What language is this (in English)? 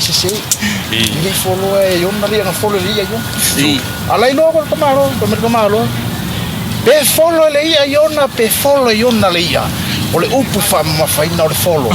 Samoan